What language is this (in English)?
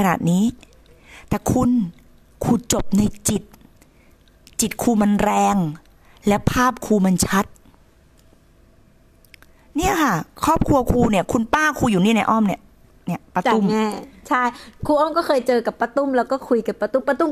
Thai